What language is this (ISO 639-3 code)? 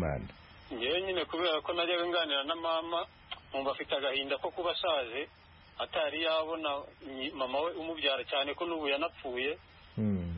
kin